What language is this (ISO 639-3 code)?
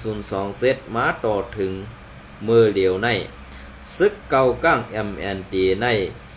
shn